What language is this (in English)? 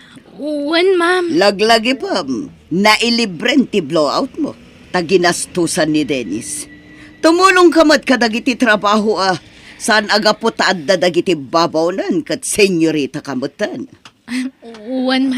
Iloko